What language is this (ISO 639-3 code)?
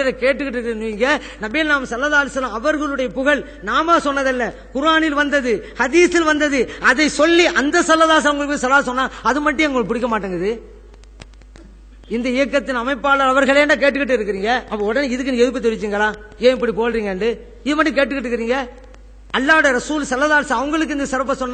tam